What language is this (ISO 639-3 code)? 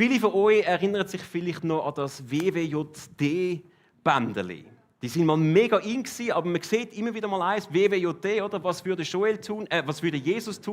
gsw